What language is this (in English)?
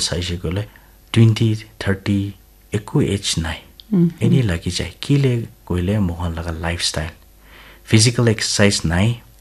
Naga Pidgin